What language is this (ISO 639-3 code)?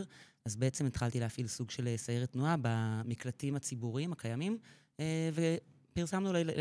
heb